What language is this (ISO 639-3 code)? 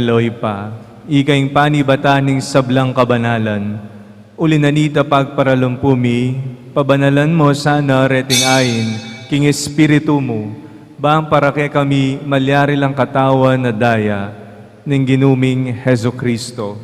pam